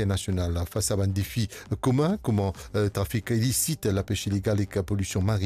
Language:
Morisyen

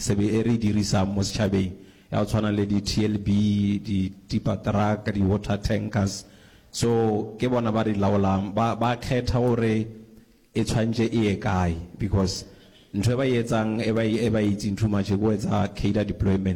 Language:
Northern Sotho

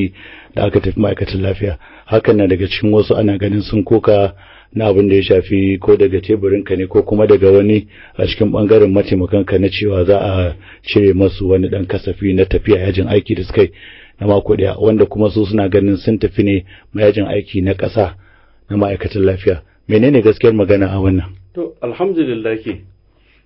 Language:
Hausa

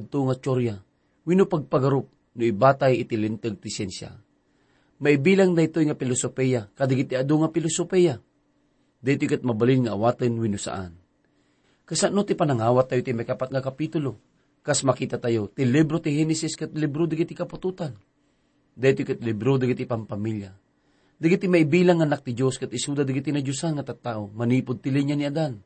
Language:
Iloko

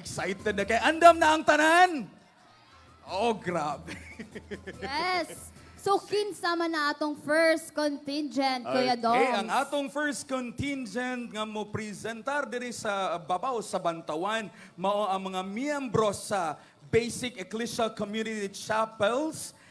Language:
Cebuano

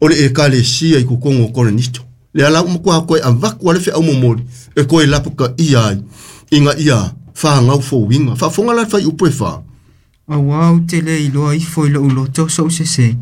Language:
Samoan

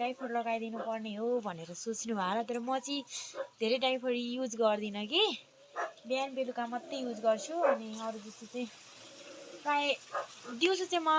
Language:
Nepali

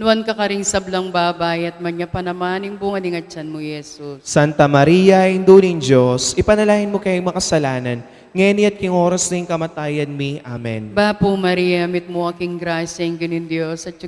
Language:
Pampanga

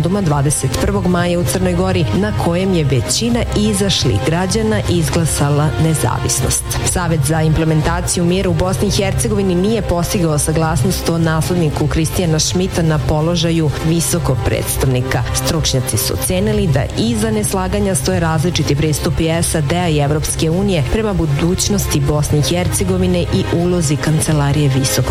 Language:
Serbian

